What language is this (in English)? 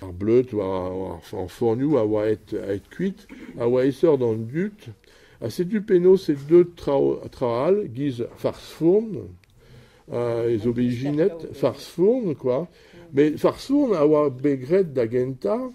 Breton